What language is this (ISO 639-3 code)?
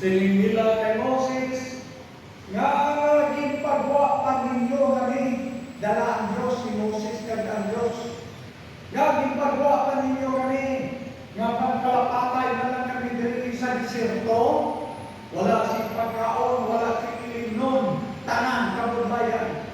hil